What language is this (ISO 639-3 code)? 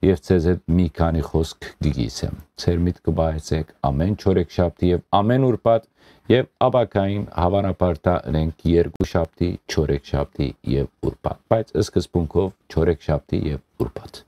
hyw